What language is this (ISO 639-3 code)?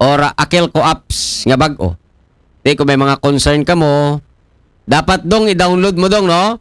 akl